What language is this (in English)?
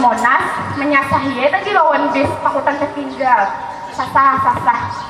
Banjar